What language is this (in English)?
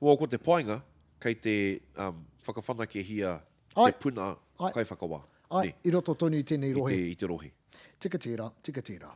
Māori